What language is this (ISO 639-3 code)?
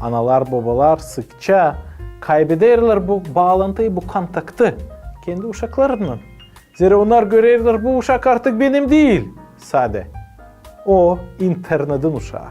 gag